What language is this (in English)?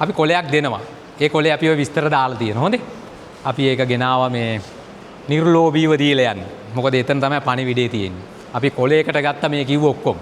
Sinhala